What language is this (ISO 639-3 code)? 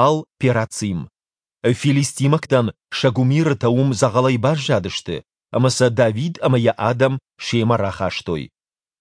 oss